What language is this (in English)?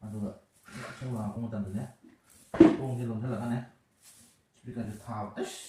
Manipuri